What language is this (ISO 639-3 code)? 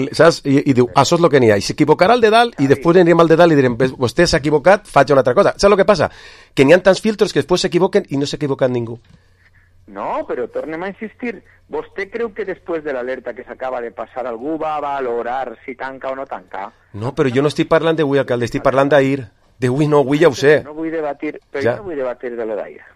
cat